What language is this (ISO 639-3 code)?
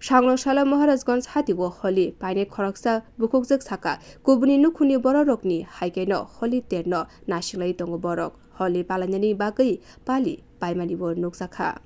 trp